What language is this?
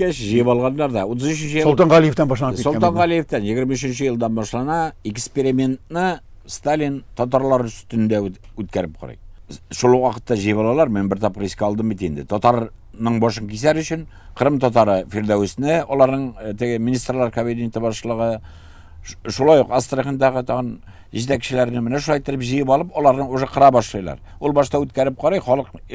Tatar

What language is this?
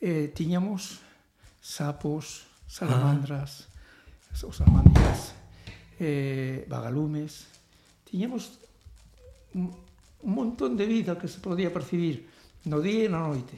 Galician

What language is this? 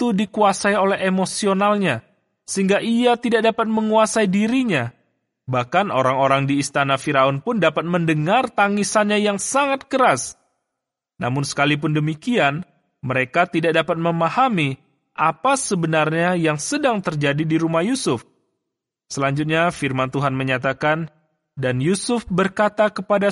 Indonesian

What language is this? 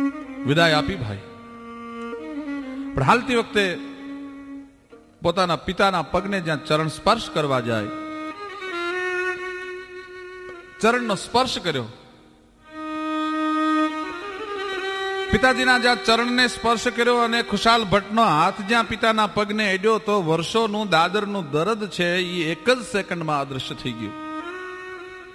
Gujarati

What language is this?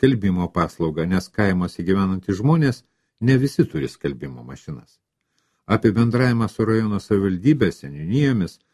Lithuanian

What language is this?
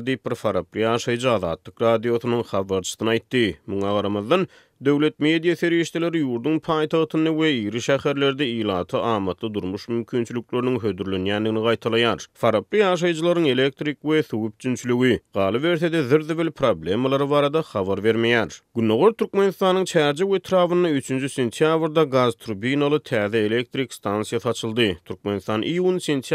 Turkmen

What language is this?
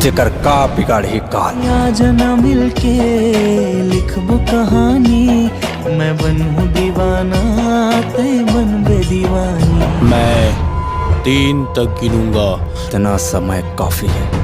Chhattisgarhi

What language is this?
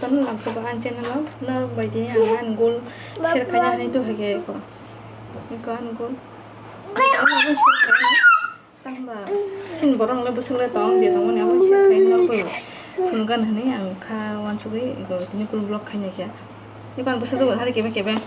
Kok Borok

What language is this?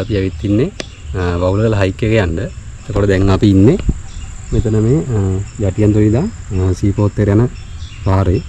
Sinhala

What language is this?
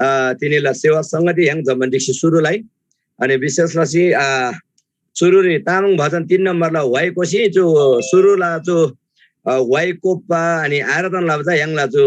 Eastern Tamang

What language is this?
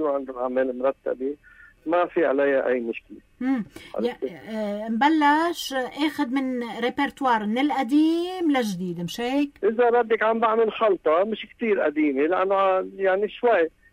North Levantine Arabic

